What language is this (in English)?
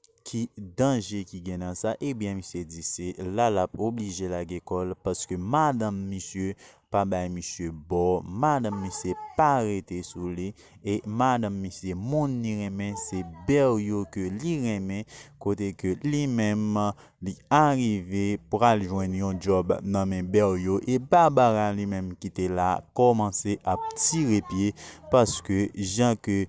Haitian Creole